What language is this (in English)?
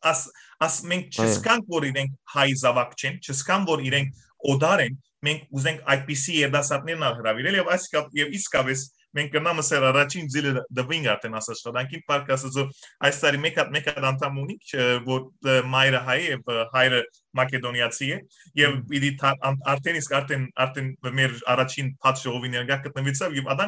Western Armenian